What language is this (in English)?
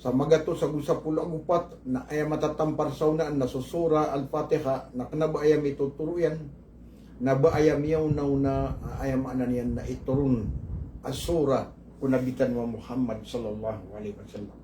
Maranao